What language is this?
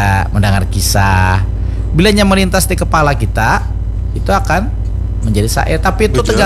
Banjar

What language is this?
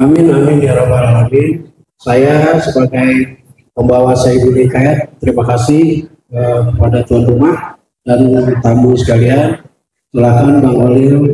Betawi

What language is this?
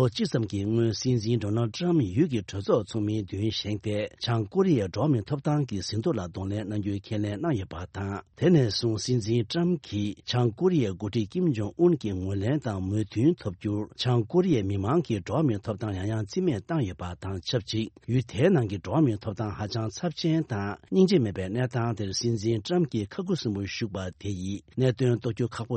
Tibetan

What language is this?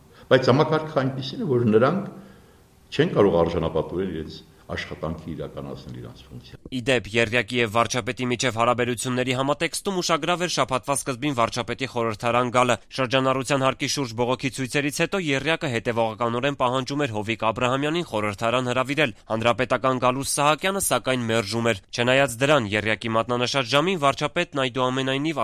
Armenian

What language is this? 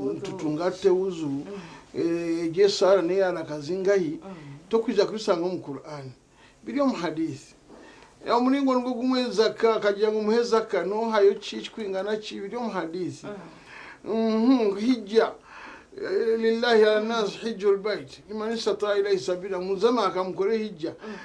Nyankole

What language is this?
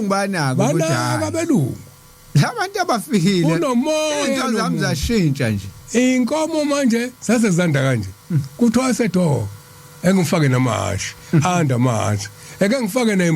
Zulu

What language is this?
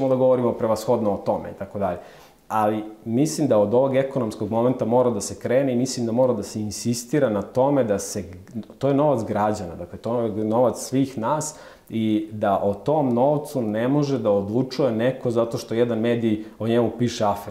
Serbian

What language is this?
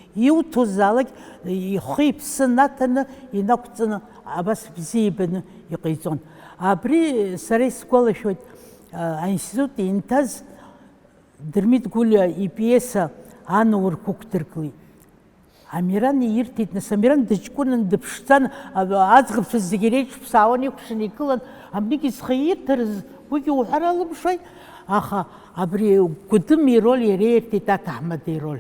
Abkhazian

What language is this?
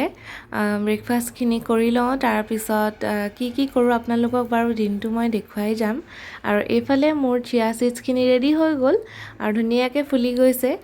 Assamese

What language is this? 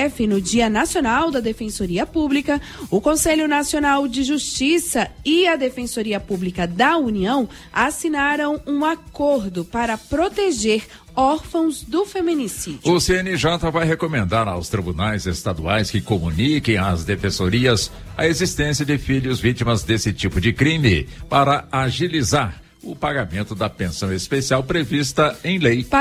Portuguese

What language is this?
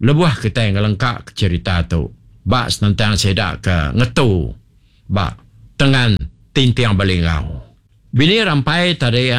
Iban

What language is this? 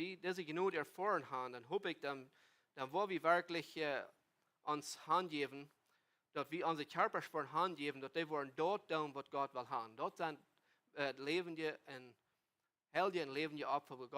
Plautdietsch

